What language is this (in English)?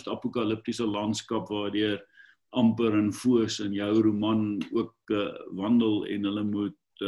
Afrikaans